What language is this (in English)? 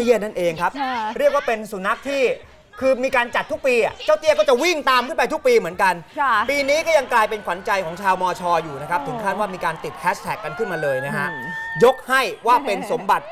Thai